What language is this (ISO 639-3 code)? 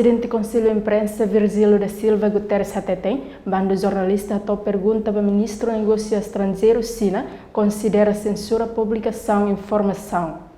tet